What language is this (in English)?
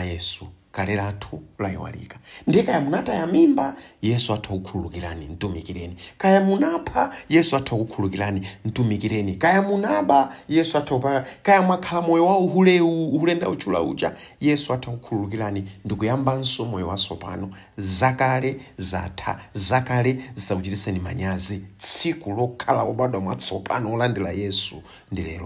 Nyanja